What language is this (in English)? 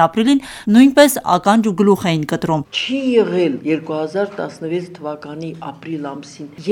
Armenian